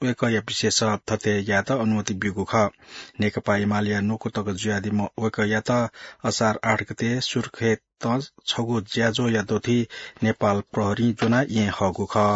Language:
Newari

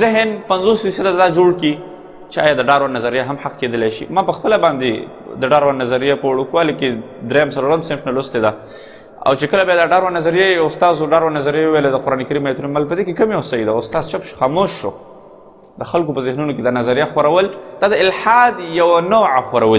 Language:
Pashto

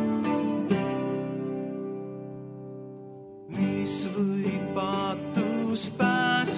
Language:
Estonian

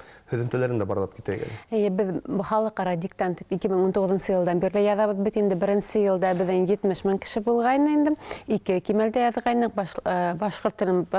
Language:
Bashkir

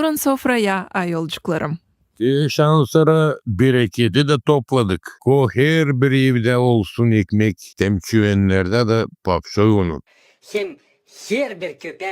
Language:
Gagauz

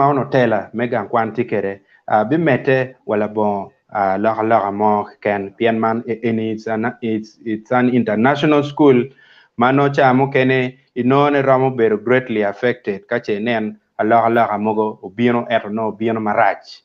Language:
Acoli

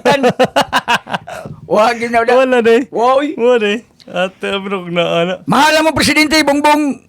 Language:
Cebuano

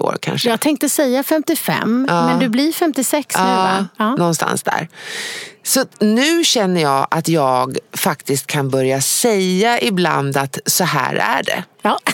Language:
Swedish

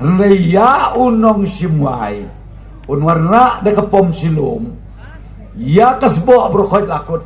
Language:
Khasi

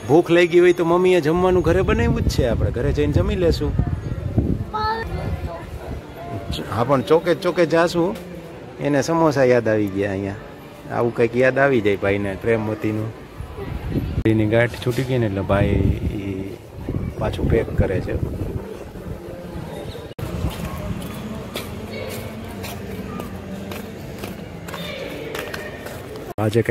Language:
Gujarati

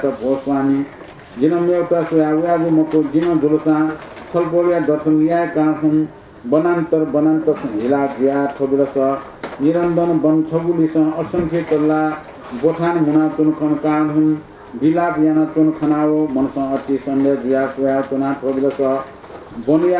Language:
Newari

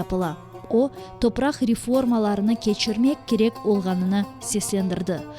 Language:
Crimean Tatar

